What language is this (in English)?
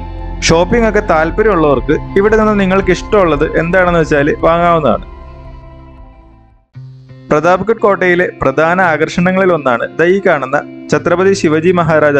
Malayalam